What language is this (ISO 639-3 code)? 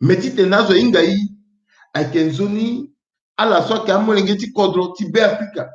sag